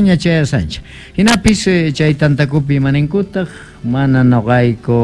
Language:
South Bolivian Quechua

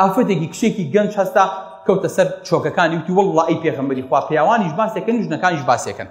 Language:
Central Kurdish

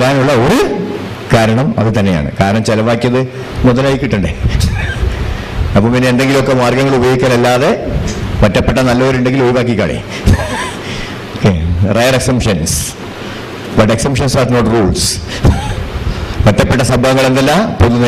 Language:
Malayalam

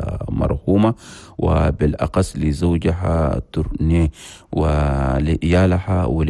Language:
Chadian Arabic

